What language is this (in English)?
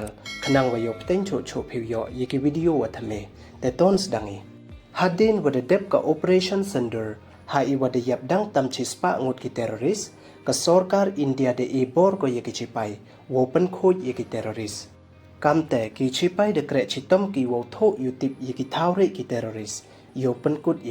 Pnar